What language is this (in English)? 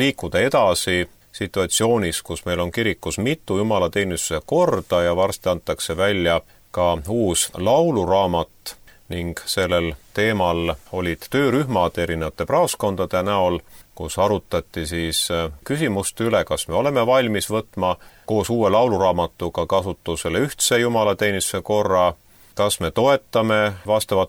Estonian